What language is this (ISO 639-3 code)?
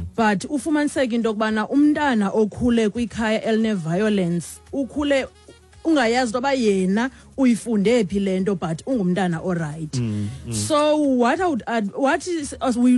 xho